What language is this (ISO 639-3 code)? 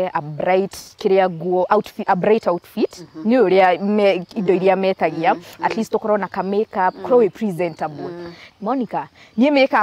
kik